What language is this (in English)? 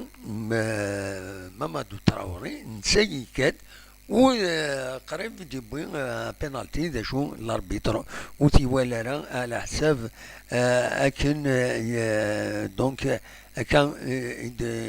Kabyle